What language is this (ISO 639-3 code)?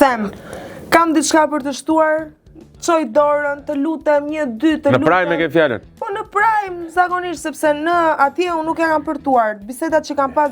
sqi